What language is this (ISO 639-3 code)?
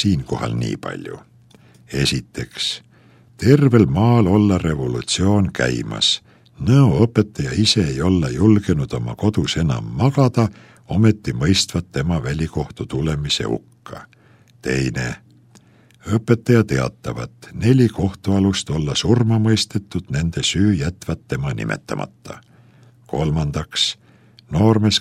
est